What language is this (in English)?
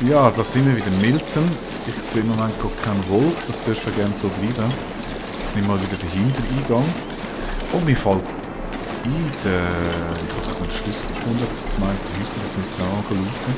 Swiss German